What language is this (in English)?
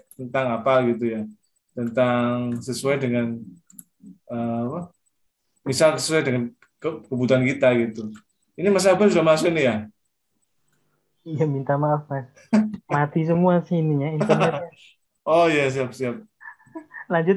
Indonesian